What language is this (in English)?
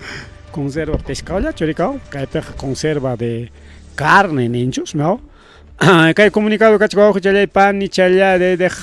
Ayacucho Quechua